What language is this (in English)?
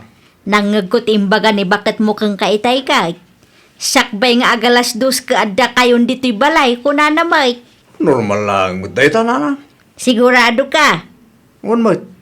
Iloko